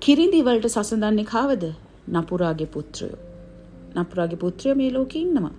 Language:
Sinhala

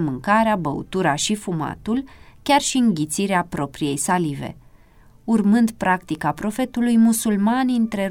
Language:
Romanian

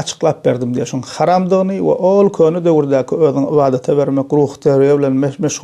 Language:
Turkmen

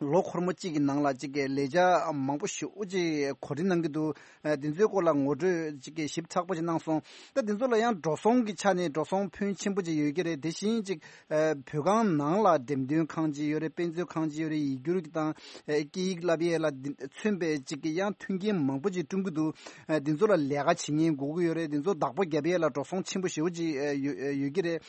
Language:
Tibetan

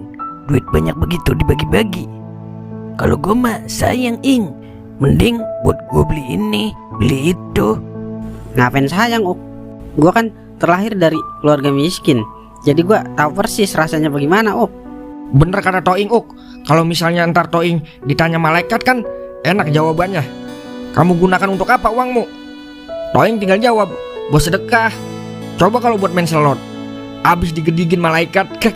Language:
Betawi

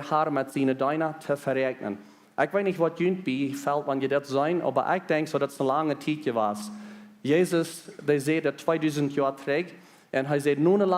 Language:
Plautdietsch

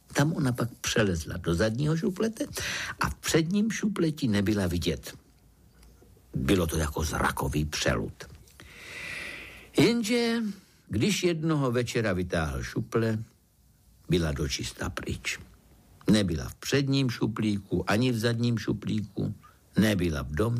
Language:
Czech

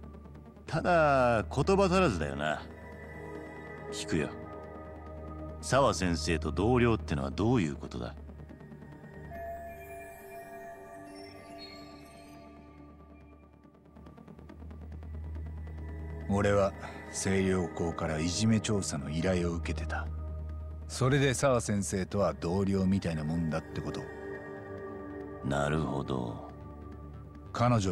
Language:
Japanese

